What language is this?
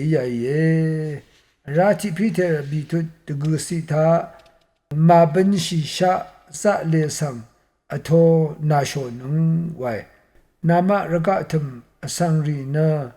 Rawang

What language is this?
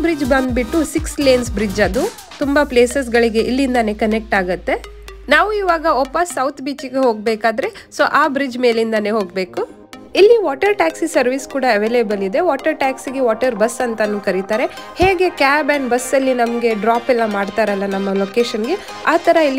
Kannada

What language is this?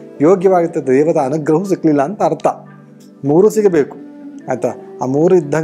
Kannada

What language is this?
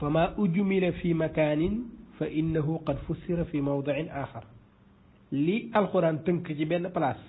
Wolof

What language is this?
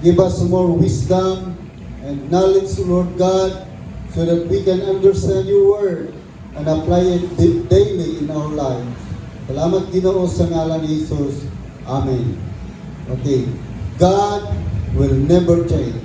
Cebuano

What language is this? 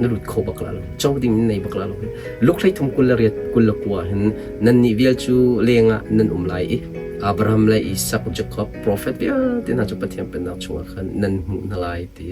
Hakha Chin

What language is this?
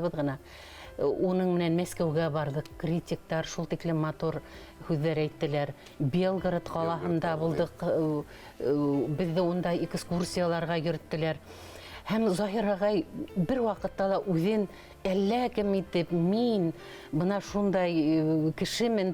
Bashkir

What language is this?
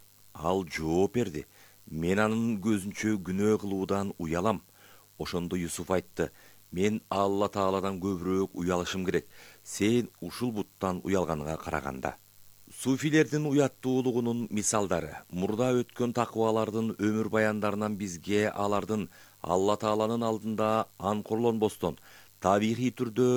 Kyrgyz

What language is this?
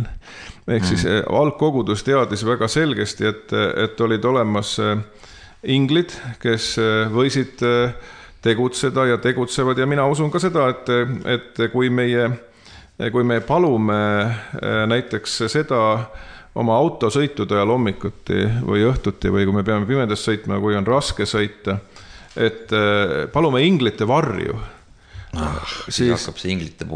Estonian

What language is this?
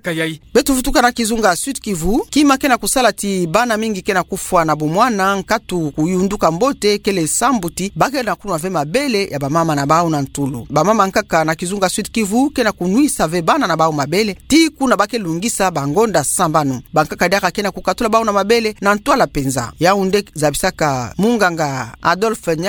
Kituba (Democratic Republic of Congo)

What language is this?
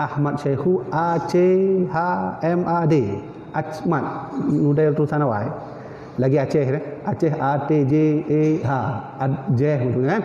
Achinese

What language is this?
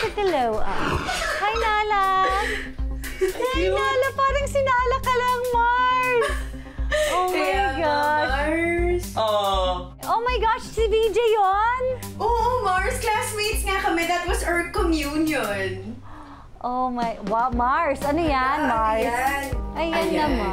Filipino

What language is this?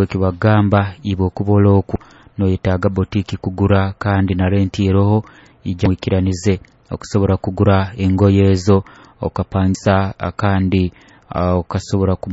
Nyoro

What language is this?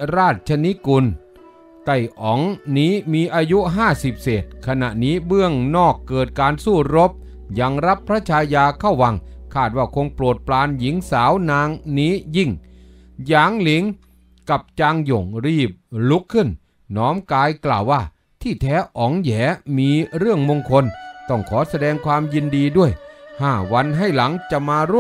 Thai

